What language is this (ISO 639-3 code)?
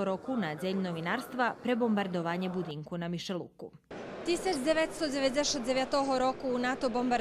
rue